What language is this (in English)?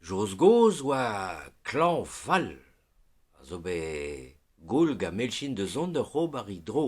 Breton